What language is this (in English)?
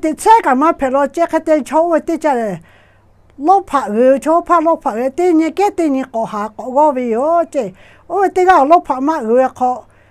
Lahu